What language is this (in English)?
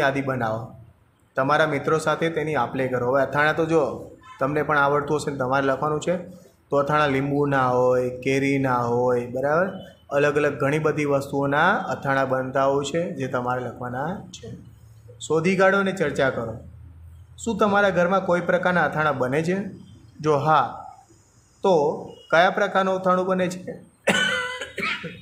Gujarati